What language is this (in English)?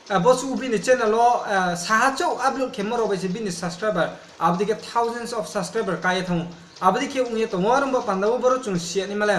Riang (India)